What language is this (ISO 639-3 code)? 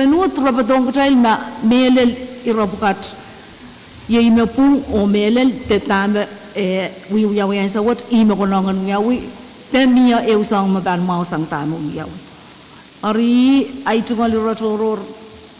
pon